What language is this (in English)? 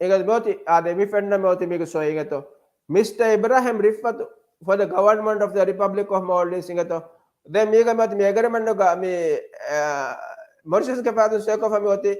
Divehi